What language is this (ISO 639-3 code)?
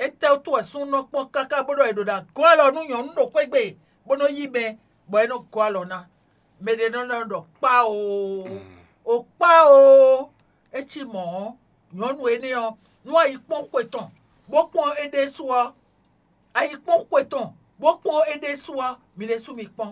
fon